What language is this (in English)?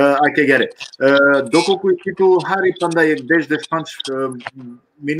Balkan Romani